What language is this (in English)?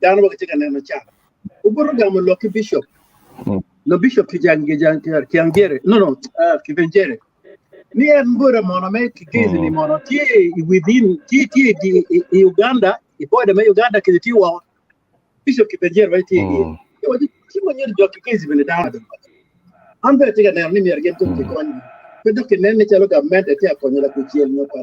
Acoli